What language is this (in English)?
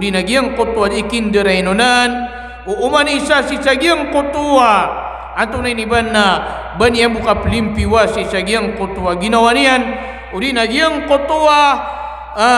Maranao